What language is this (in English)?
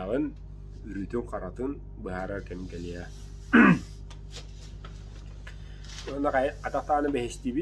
Yakut